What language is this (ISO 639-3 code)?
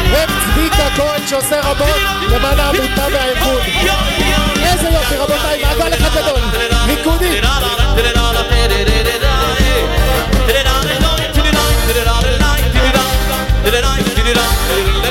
heb